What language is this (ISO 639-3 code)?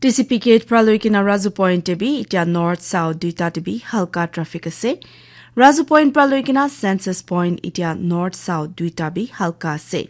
nag